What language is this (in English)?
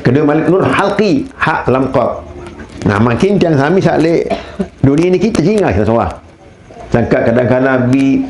Sasak